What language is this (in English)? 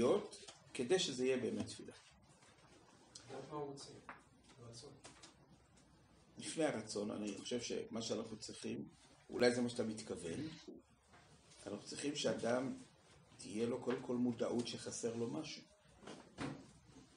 Hebrew